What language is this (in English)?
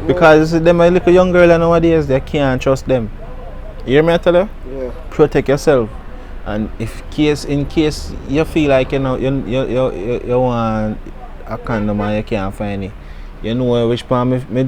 Jamaican Creole English